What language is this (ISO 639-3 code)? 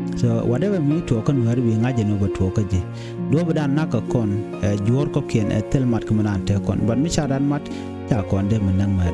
nus